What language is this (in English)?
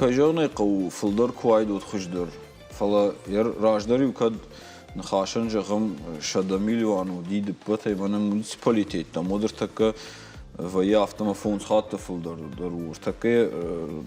Ossetic